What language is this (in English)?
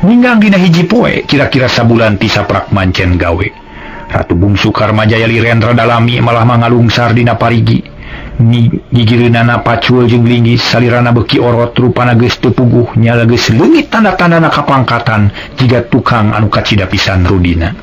Sundanese